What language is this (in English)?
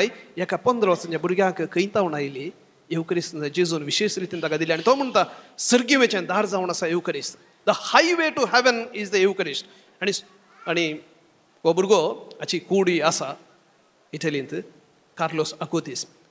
Konkani